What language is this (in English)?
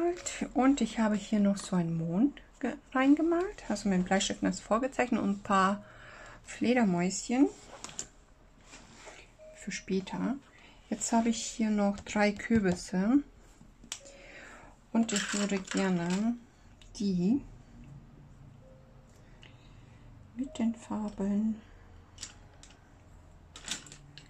German